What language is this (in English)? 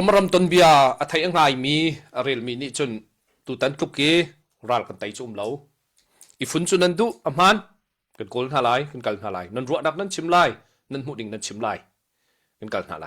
Hakha Chin